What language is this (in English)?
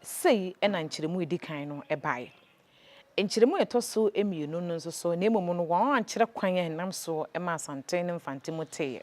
Akan